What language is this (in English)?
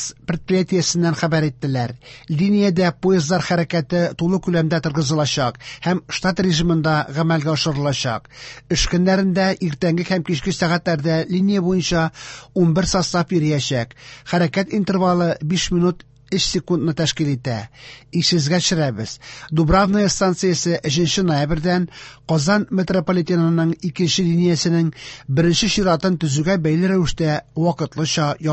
Tatar